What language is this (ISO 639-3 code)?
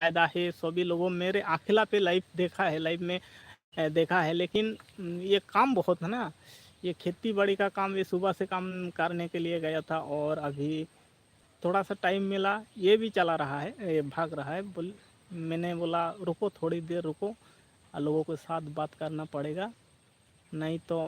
sat